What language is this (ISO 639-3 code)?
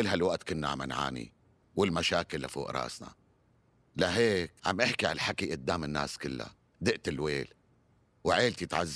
apc